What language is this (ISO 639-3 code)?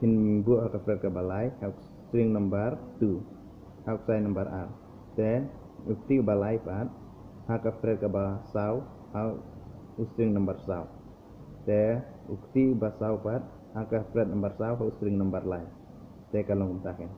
kha